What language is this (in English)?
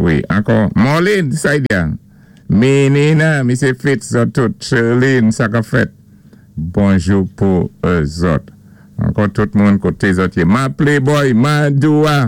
Saint Lucian Creole French